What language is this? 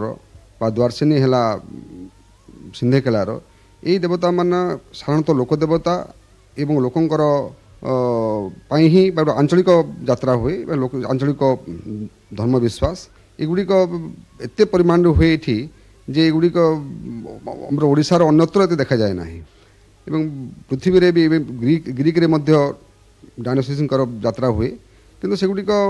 Odia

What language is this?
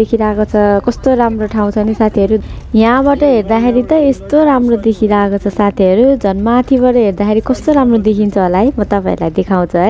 Nepali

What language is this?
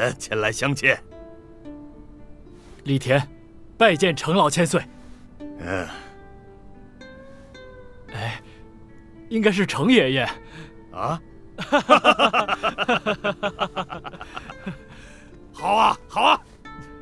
Chinese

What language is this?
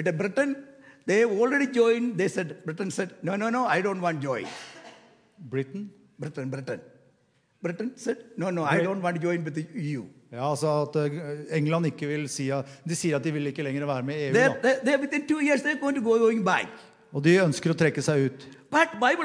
Norwegian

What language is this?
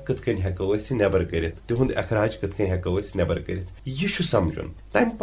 Kashmiri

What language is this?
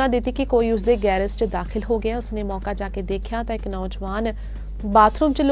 Punjabi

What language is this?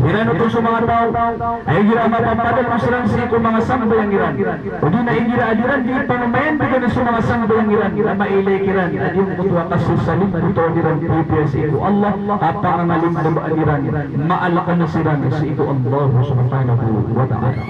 Maranao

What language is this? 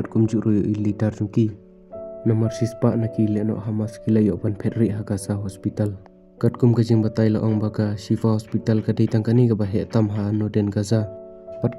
Khasi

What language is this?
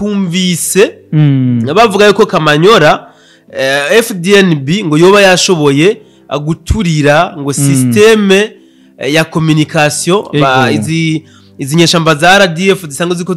Rundi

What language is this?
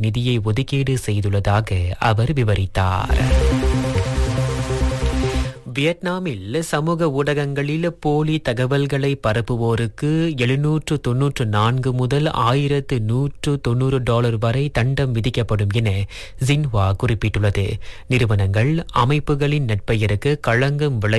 Tamil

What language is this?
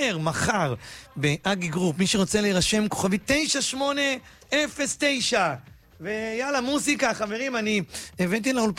Hebrew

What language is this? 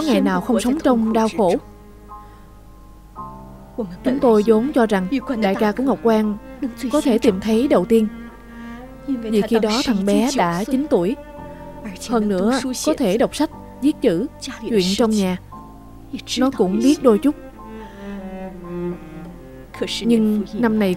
Vietnamese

